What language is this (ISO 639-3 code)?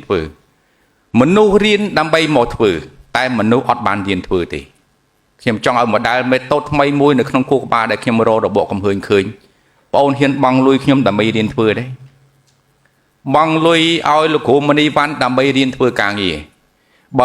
khm